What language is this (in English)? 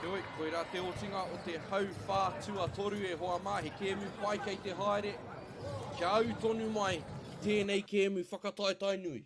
Māori